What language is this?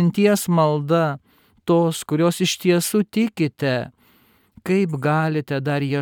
Lithuanian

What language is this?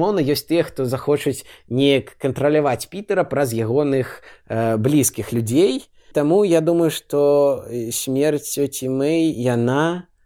Belarusian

